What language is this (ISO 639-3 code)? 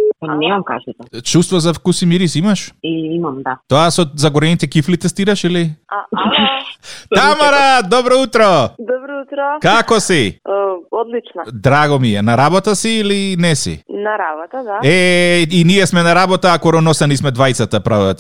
mkd